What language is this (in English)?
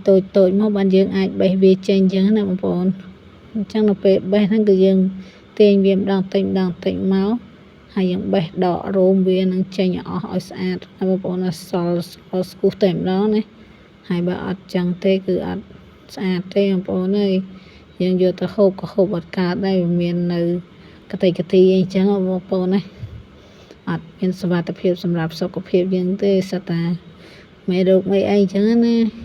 Khmer